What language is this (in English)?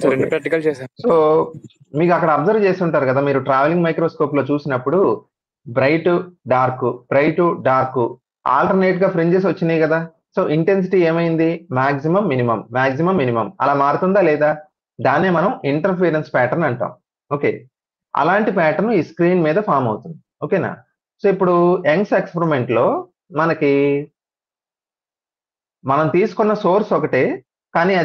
Telugu